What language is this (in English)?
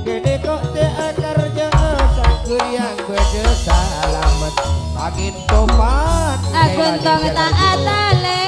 Madurese